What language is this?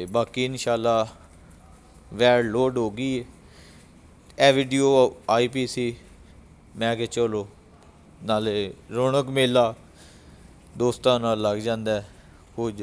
Punjabi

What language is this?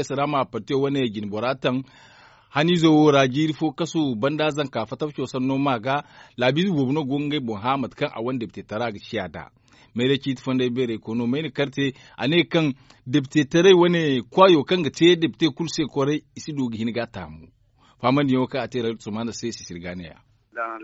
Zarma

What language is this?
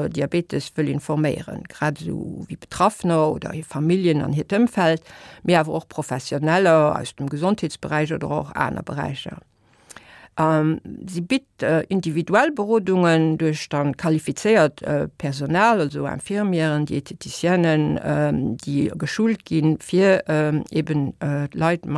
Luxembourgish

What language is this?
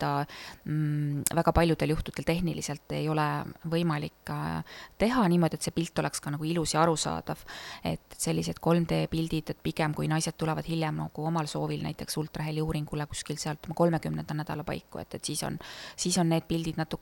Estonian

